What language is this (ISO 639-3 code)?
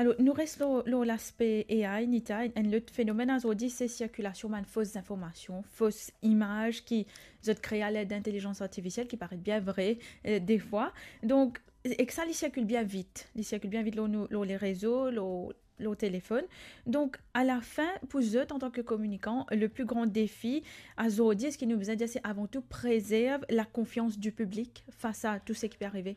mfe